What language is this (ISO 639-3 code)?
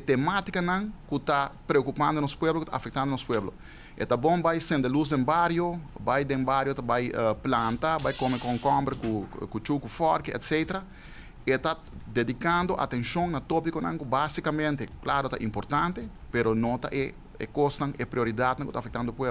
pap